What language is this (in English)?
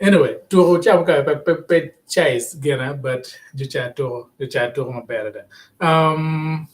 Acoli